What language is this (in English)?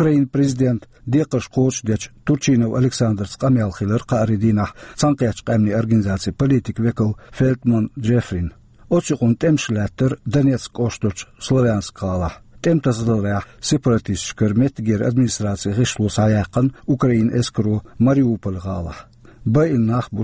Chechen